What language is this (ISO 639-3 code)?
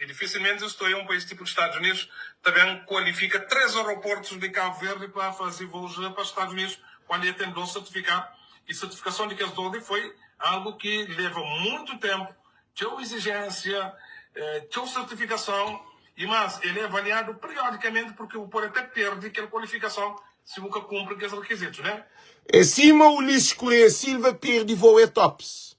kea